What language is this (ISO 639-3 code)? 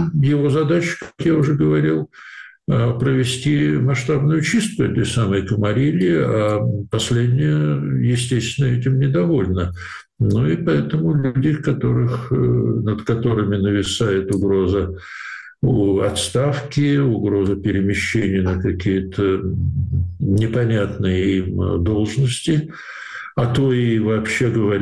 rus